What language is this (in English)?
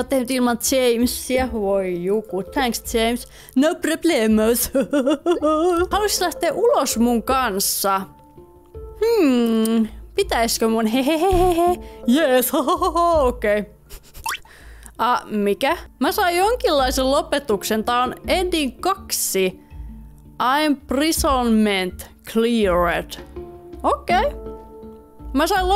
Finnish